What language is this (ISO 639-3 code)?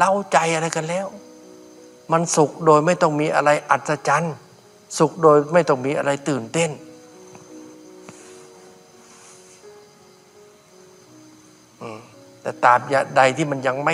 tha